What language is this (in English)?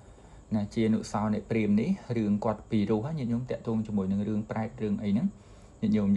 Khmer